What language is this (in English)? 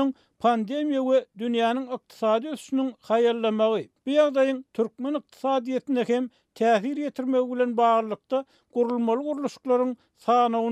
Turkmen